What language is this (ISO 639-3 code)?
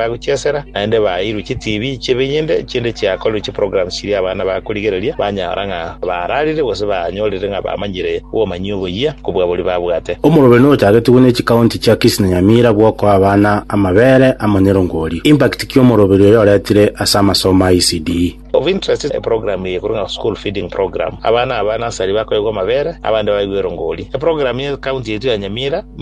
guz